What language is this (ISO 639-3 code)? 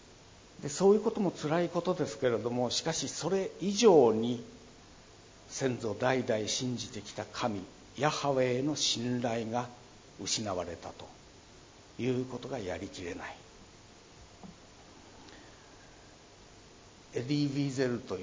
jpn